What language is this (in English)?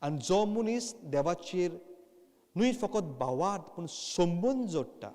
Konkani